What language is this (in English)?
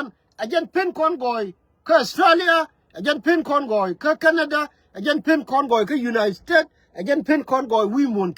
Nuer